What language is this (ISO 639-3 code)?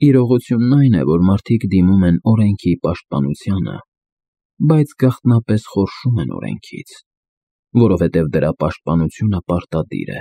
hye